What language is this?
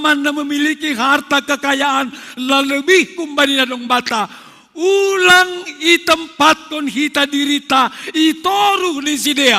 Batak Simalungun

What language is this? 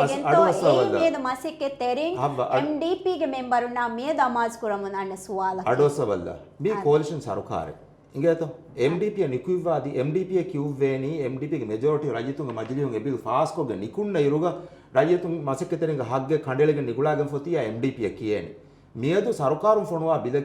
Divehi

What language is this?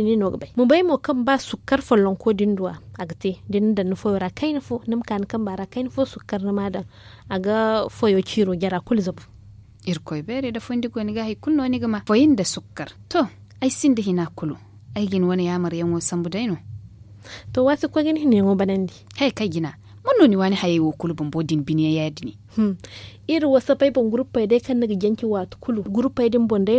Zarma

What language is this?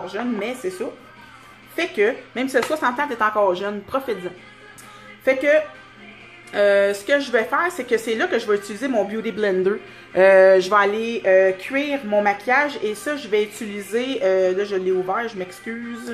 French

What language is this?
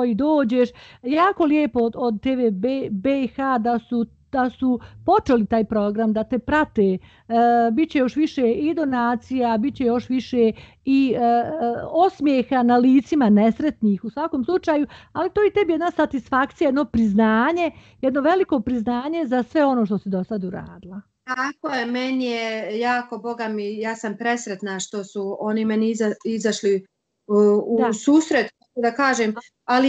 Bosnian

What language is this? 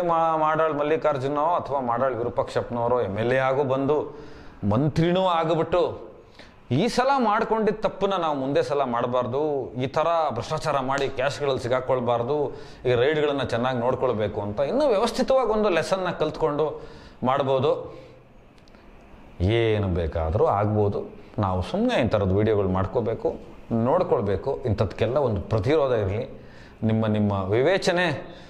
Kannada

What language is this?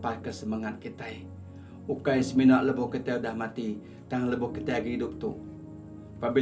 Iban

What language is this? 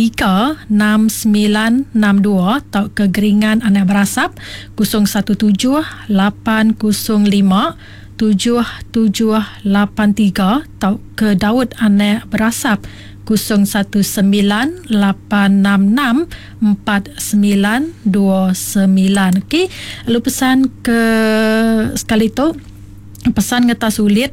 Iban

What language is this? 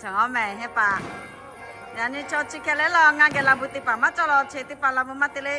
Lahu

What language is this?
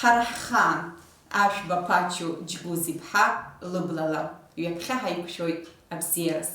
Abkhazian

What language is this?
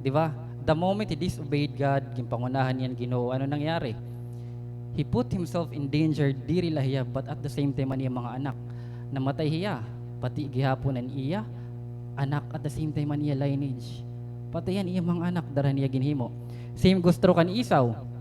Waray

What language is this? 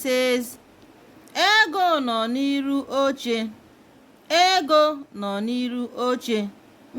Igbo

